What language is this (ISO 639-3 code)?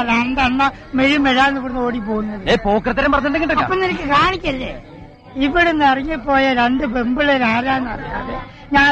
mal